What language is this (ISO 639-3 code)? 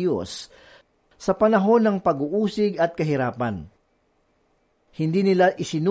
fil